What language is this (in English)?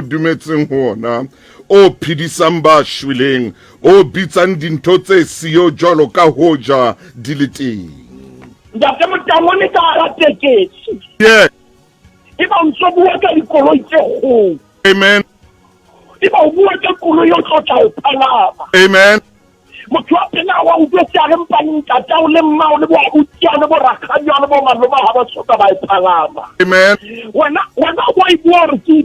Southern Sotho